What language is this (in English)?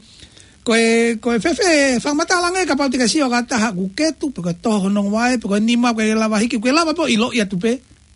Tongan